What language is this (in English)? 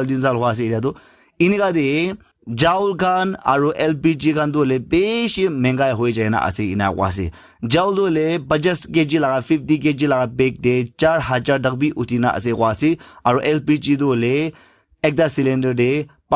Naga Pidgin